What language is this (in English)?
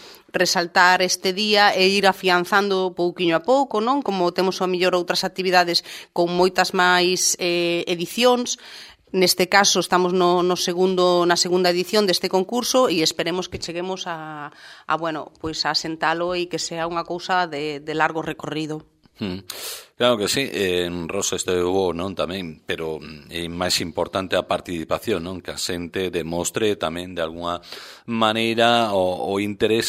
Galician